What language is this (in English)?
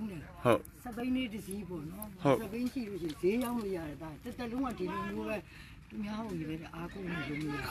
Burmese